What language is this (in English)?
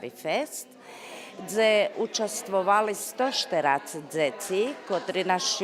Rusyn